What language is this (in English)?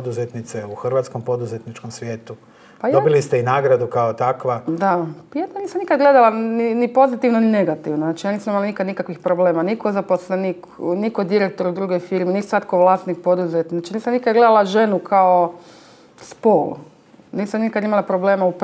Croatian